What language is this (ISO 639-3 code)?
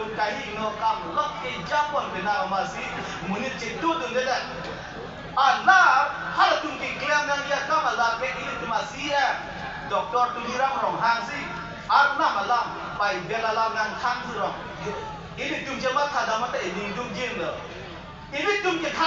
mjw